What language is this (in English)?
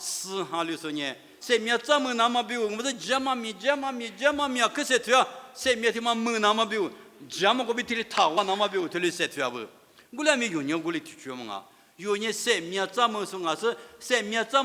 Lisu